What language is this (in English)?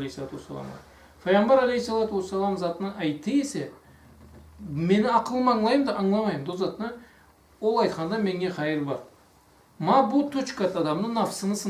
Karachay-Balkar